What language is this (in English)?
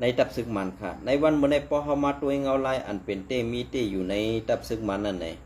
Shan